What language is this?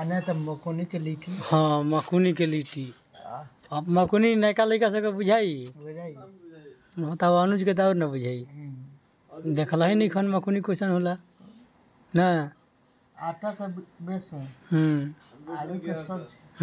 Bhojpuri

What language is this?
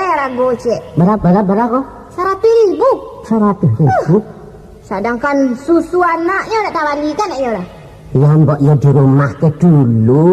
Minangkabau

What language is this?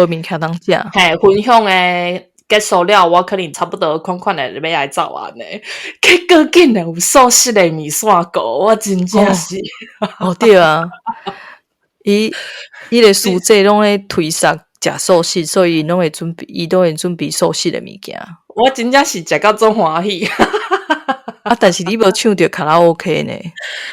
Min Nan Chinese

